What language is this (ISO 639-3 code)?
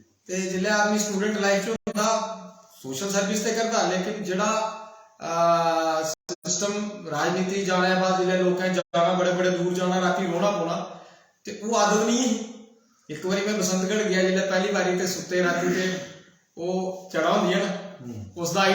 doi